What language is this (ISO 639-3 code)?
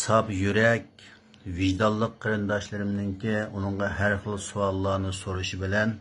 uig